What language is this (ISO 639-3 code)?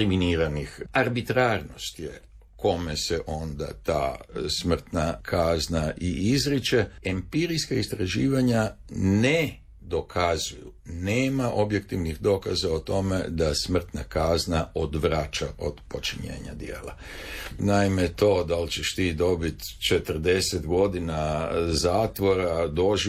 hrv